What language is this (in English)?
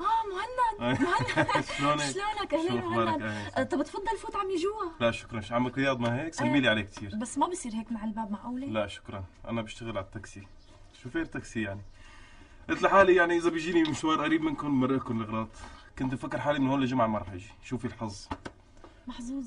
North Levantine Arabic